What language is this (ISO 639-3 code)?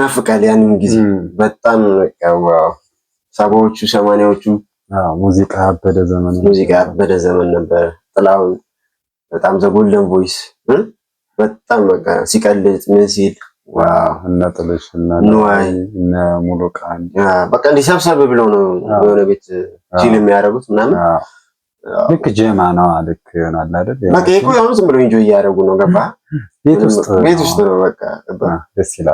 amh